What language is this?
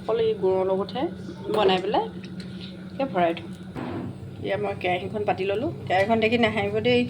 Assamese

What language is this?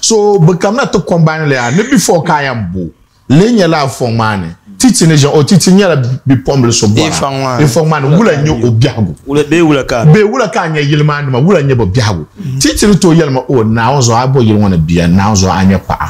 Dagbani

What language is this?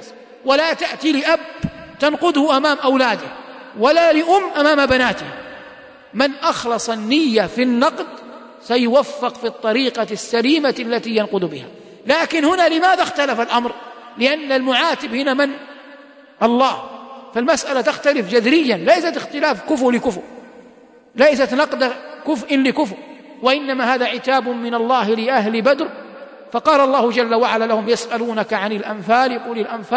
Arabic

